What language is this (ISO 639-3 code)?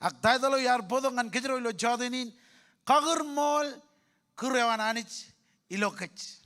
mah